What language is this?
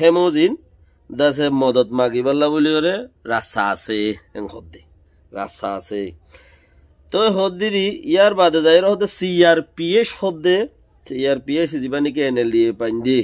Rohingya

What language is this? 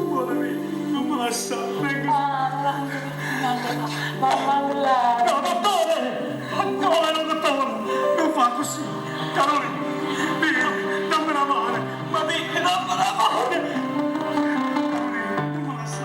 Neapolitan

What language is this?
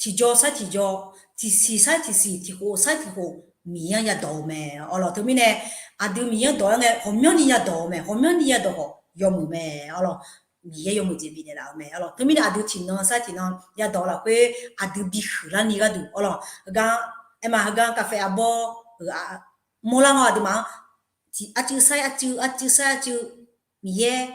Akha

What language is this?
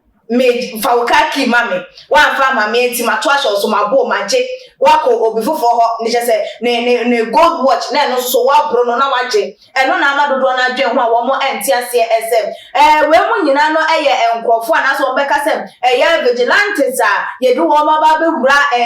Akan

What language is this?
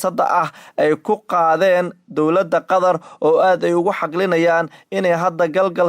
Somali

